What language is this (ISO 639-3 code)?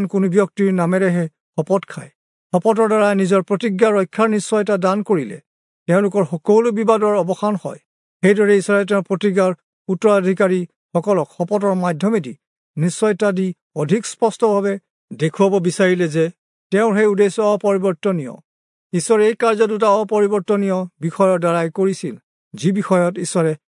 asm